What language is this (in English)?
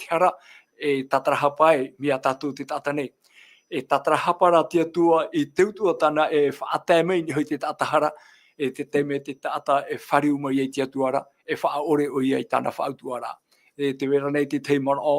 Tahitian